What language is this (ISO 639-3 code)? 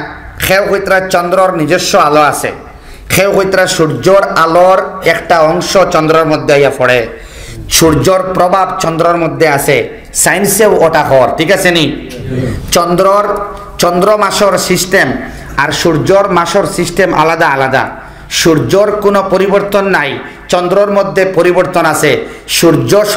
syl